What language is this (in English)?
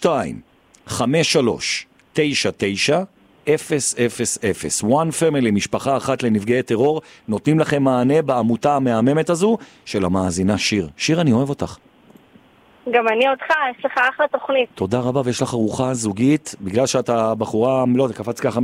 Hebrew